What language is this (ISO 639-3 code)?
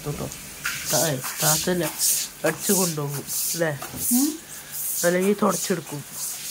mal